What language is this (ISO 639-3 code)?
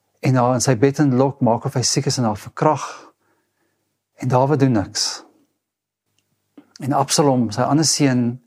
afr